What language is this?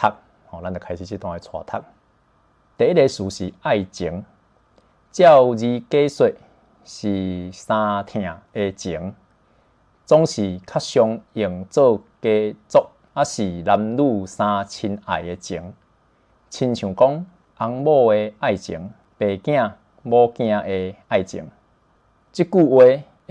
Min Nan Chinese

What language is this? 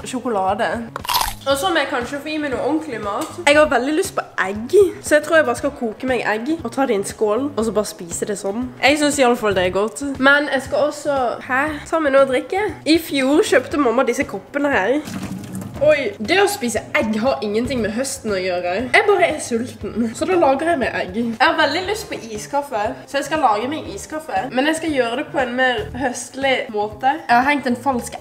Norwegian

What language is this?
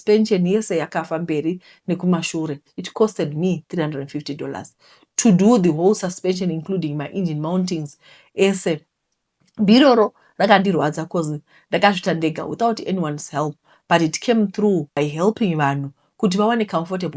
Shona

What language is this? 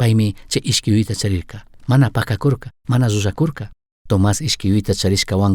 Chimborazo Highland Quichua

